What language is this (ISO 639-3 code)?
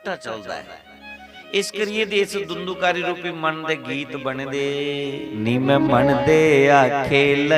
doi